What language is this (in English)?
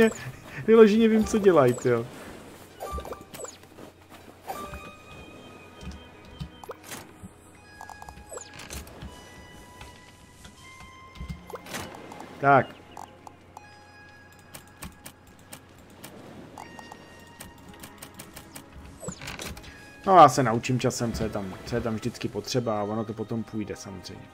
Czech